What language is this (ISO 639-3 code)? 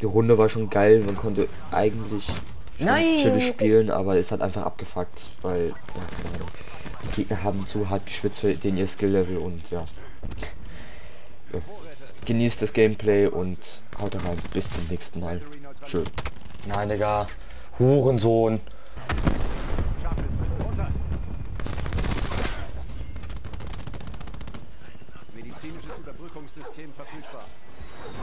deu